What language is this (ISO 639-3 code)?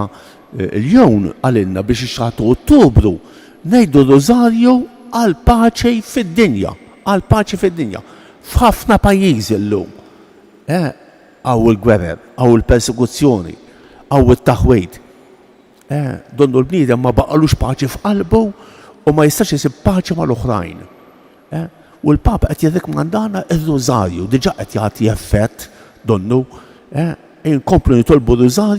mlt